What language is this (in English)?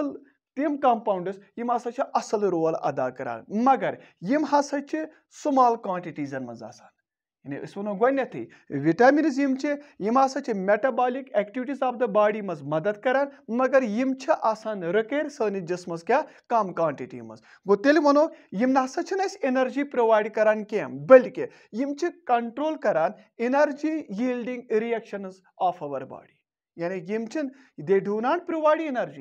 Kashmiri